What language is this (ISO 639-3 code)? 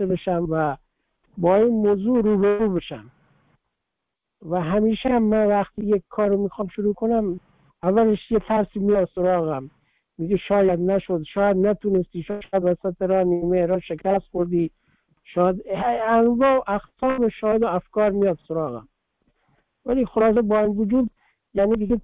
fas